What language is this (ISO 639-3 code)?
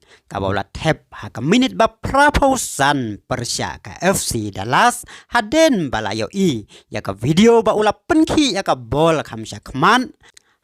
kha